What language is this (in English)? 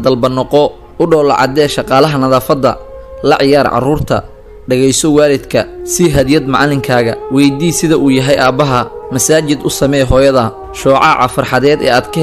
Somali